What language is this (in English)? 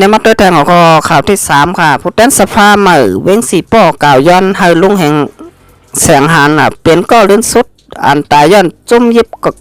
Shan